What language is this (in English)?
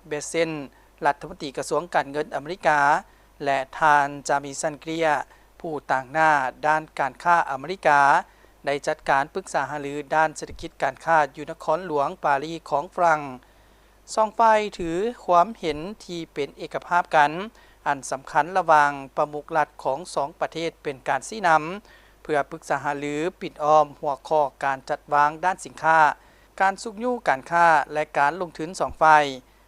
Lao